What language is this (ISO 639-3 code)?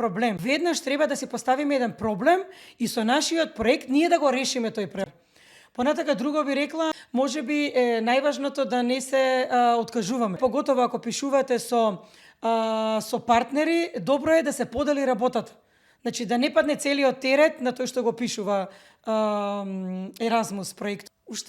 mkd